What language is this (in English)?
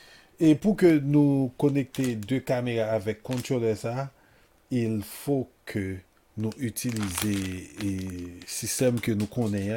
Haitian Creole